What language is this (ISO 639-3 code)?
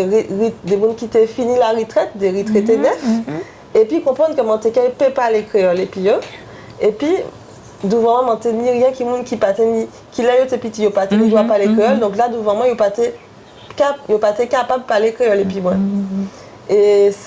gcf